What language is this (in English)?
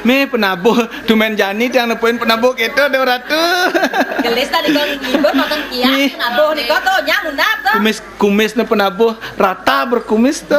Balinese